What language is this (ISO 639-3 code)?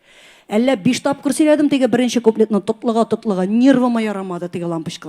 tat